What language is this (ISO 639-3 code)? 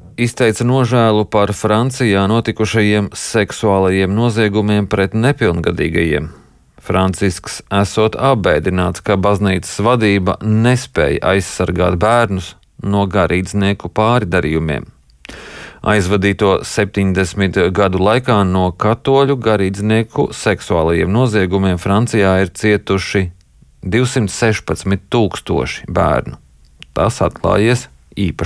lav